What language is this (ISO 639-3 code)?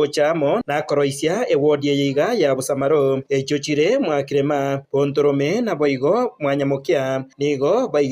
guz